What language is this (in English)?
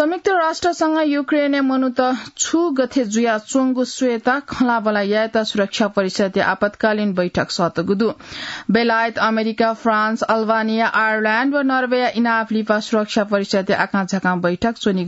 Newari